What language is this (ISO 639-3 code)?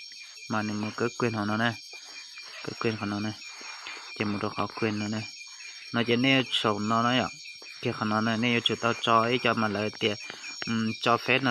hmn